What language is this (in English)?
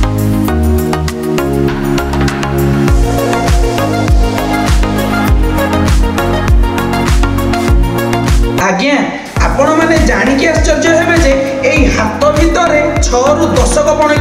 Odia